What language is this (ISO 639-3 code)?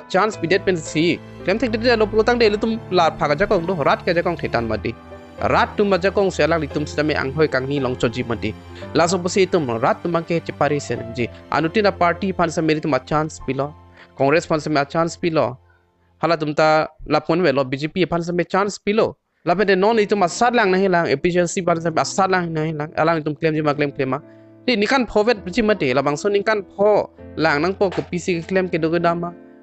mjw